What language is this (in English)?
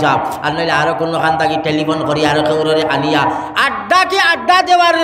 Sylheti